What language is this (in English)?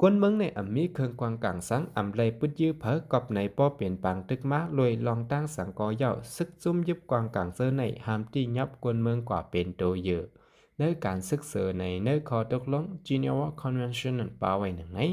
Shan